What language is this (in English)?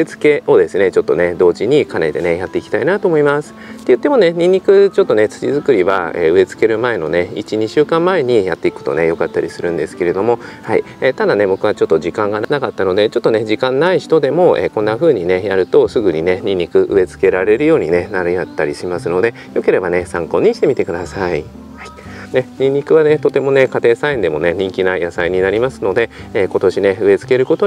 Japanese